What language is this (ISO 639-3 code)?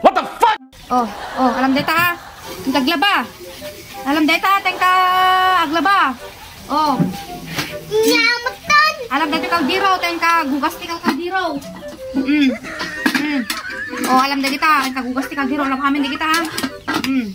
ilo